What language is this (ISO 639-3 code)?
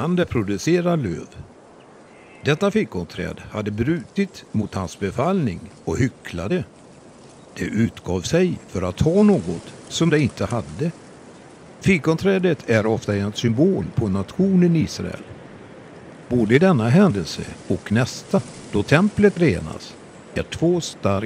swe